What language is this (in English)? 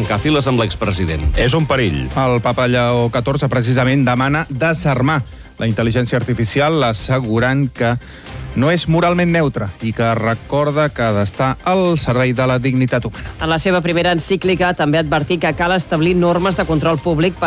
Catalan